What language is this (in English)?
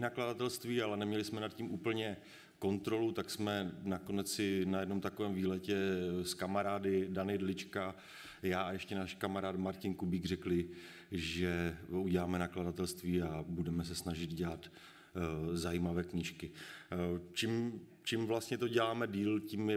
Czech